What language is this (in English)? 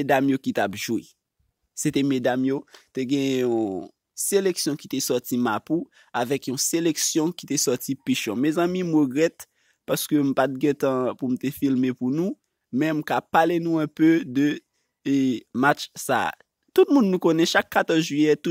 Haitian Creole